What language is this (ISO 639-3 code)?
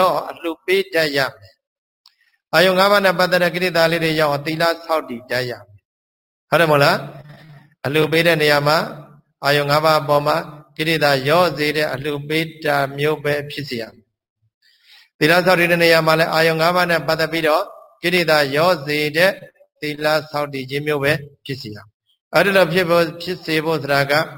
mya